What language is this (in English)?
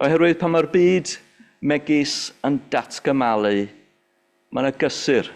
Welsh